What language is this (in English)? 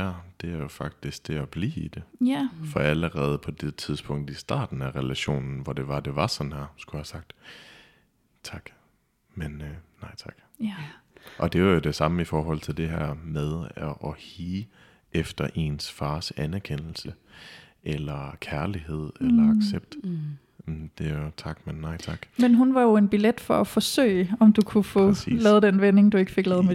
Danish